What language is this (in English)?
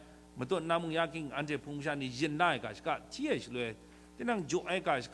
Kachin